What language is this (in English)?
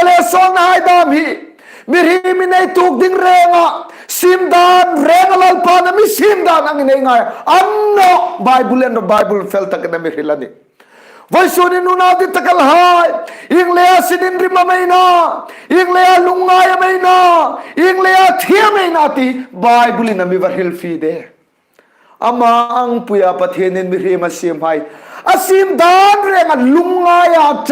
Hmar